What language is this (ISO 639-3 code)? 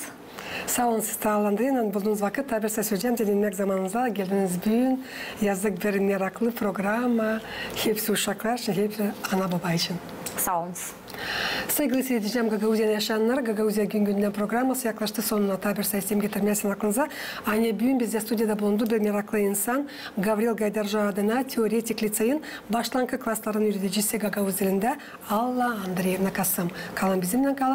gag